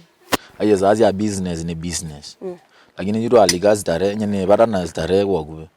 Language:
Kamba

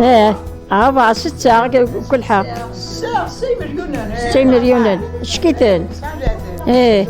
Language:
Kabyle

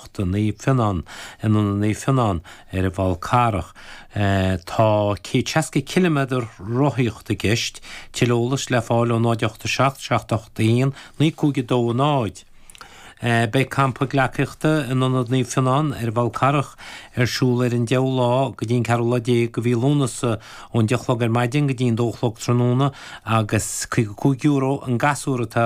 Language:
Irish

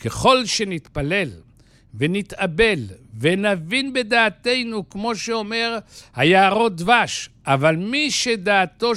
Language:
Hebrew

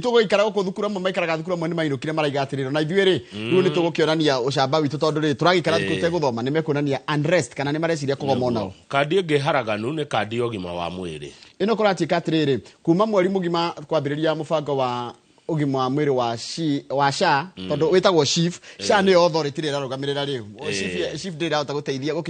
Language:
Kikuyu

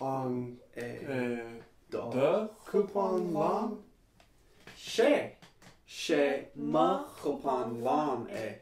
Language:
Irish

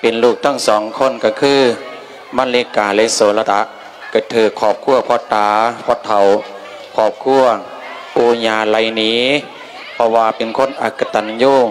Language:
Lao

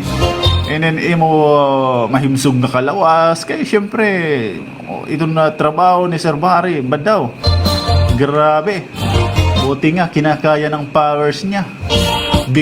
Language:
Waray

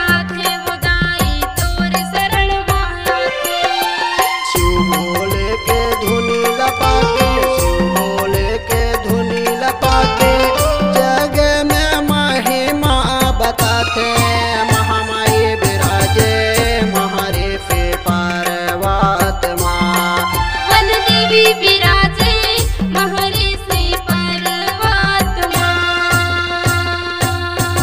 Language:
Chhattisgarhi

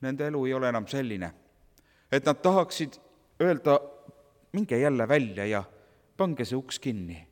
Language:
Estonian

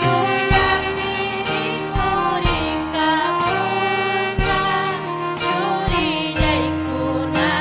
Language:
Ayacucho Quechua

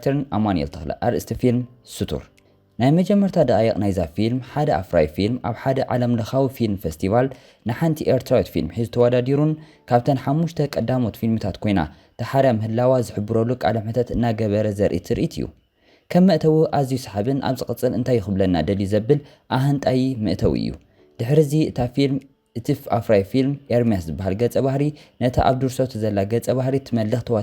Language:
Tigrinya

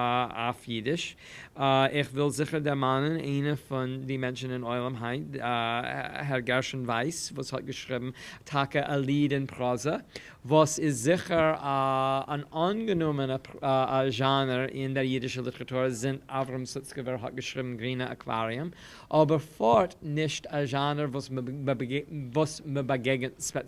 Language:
Yiddish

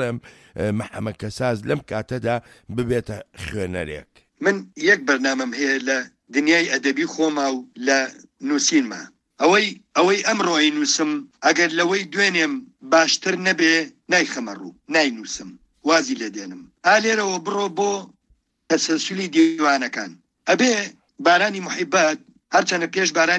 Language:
Central Kurdish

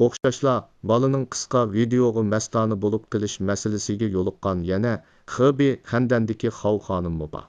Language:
Uyghur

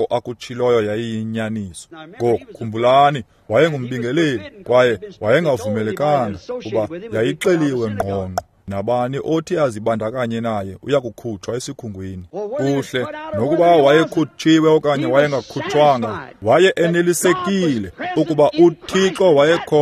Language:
Xhosa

